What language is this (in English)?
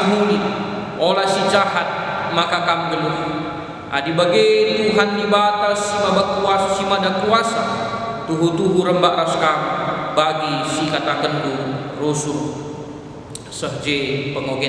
Batak Karo